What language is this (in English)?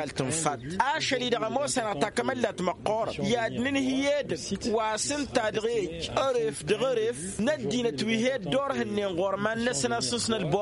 Tamasheq